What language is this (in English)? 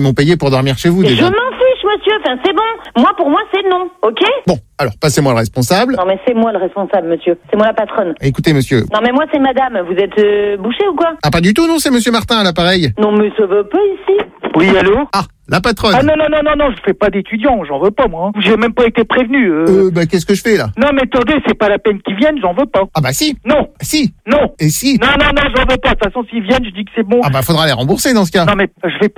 French